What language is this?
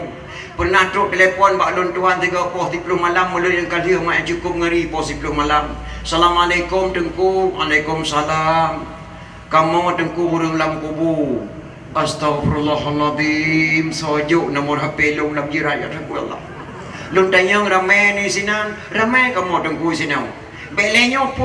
Achinese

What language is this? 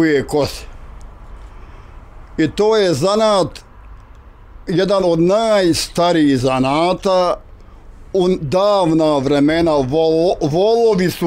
Bosnian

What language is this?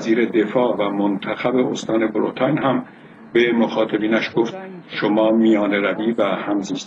Persian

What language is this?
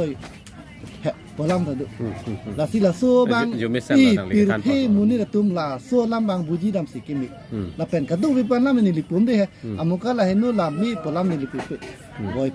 Karbi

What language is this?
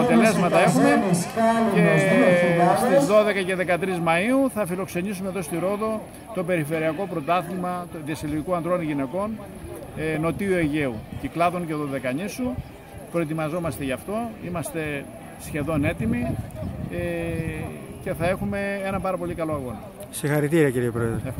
Greek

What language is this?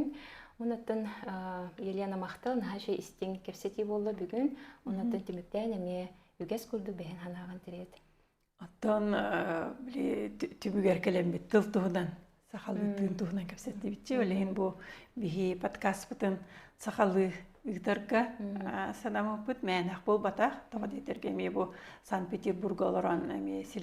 Yakut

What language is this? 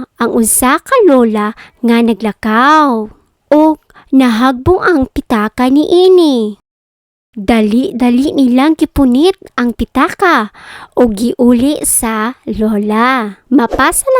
Cebuano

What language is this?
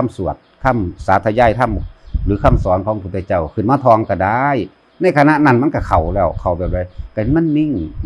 Northeastern Thai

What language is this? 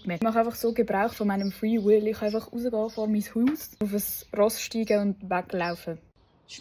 Swiss German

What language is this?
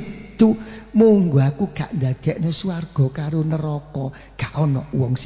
Javanese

